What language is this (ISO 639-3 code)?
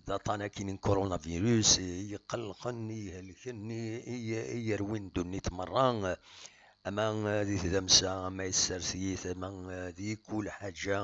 kab